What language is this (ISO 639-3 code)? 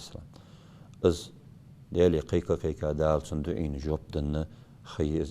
inh